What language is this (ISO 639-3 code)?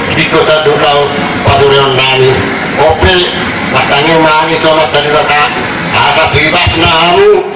bbc